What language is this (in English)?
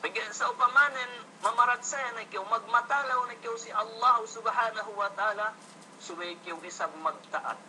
Yakan